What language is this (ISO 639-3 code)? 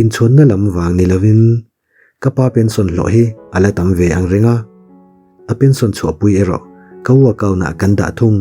lus